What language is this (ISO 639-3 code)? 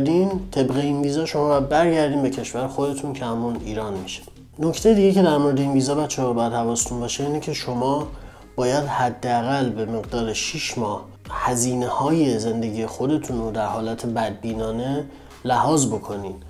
fas